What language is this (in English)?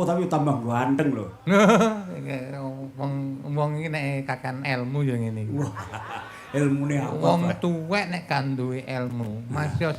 Javanese